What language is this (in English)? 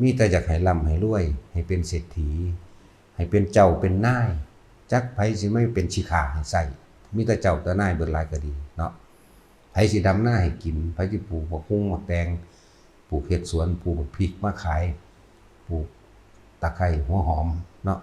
Northeastern Thai